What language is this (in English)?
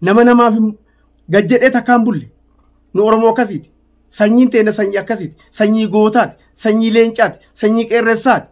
Oromo